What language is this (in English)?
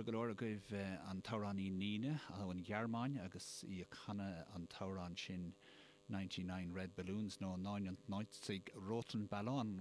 Irish